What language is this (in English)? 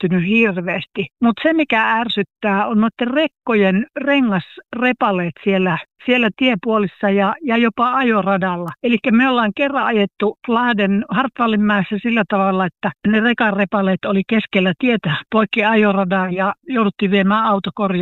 Finnish